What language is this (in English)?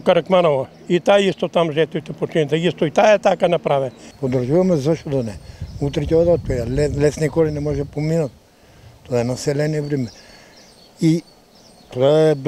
Macedonian